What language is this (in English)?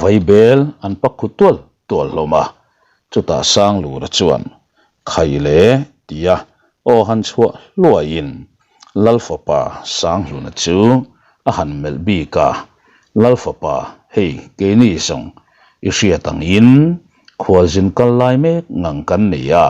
Mizo